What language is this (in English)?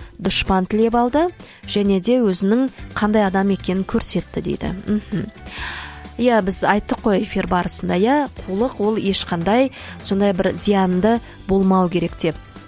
Kazakh